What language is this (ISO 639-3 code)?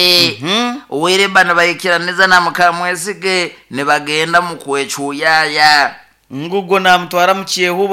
nyo